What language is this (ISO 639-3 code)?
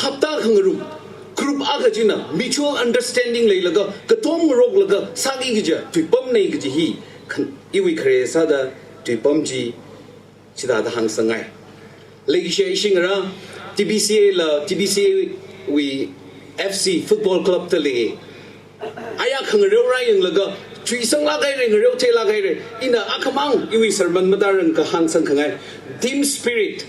nmf